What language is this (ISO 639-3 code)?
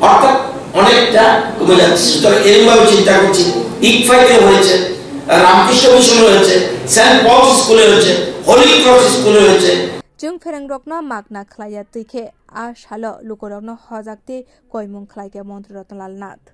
trp